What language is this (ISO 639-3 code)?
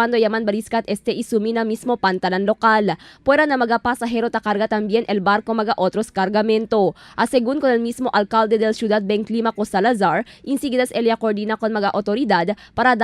cbk